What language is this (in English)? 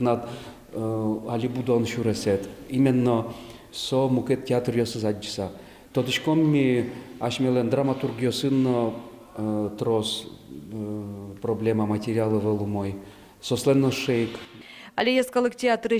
Udmurt